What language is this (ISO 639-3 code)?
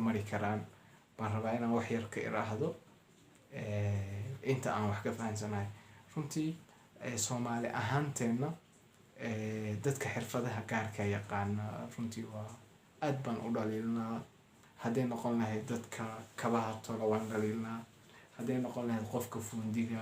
som